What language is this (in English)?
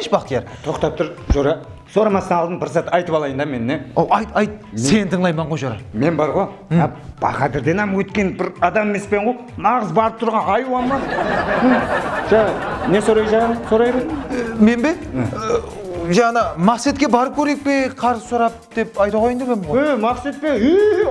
Kara-Kalpak